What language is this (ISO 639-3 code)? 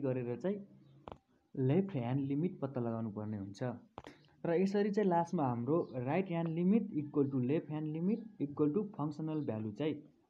nep